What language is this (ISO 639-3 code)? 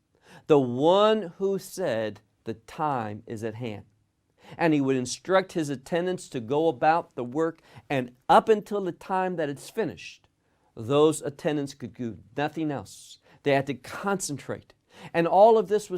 eng